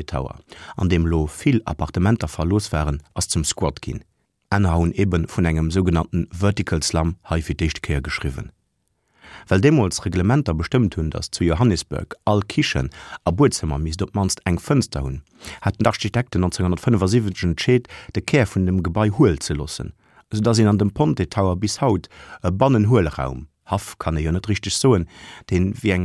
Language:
Luxembourgish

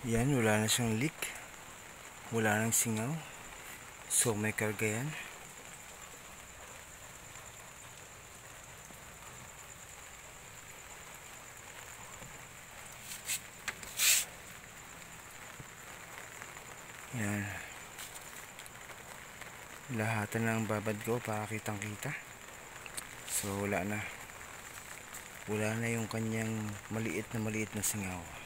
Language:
Filipino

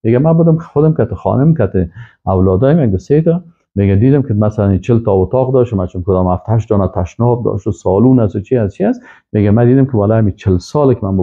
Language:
Persian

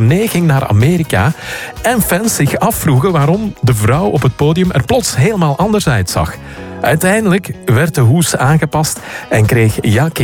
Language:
Dutch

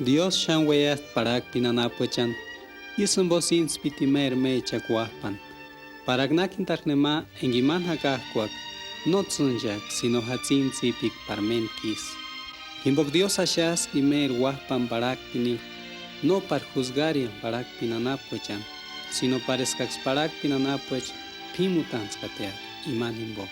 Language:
Purepecha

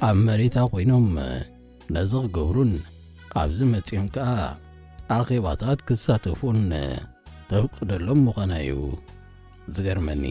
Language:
Tigrinya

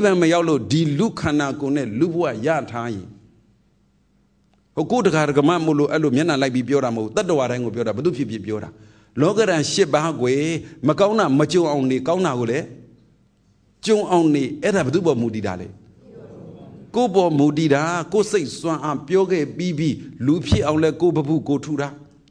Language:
Burmese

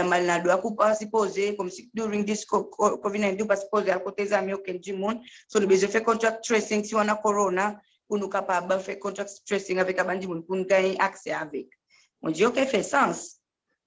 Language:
Seselwa Creole French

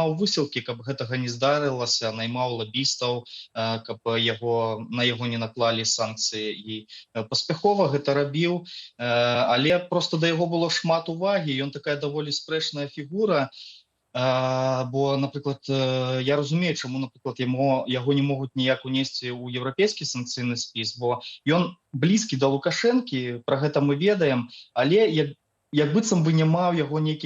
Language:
Belarusian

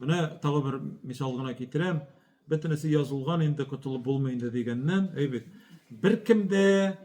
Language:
Tatar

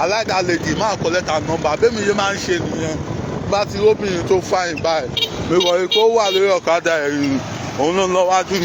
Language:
Yoruba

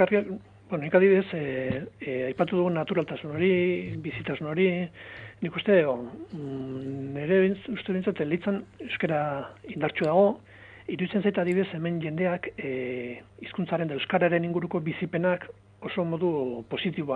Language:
Basque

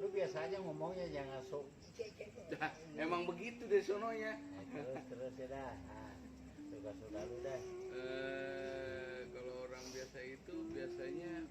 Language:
Betawi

